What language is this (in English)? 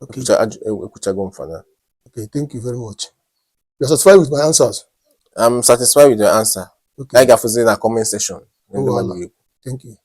Igbo